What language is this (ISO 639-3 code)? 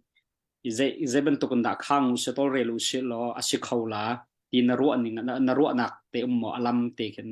cnh